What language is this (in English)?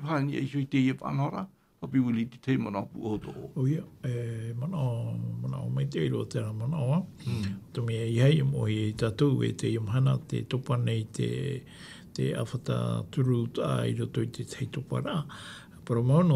Tahitian